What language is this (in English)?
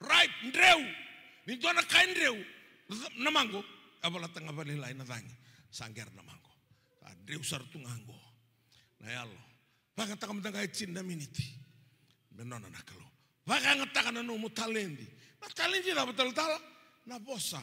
Fijian